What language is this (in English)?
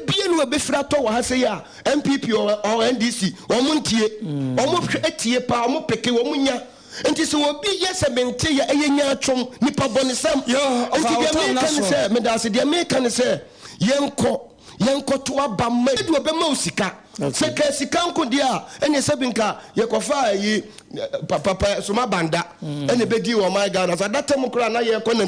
Akan